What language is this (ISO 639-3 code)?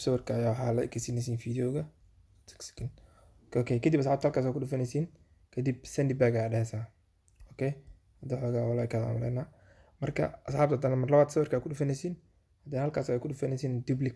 som